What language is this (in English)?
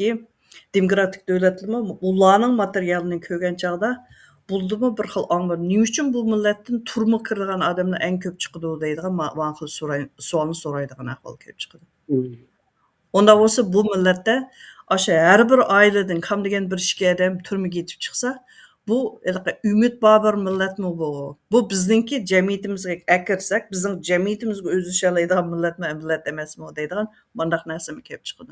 Uyghur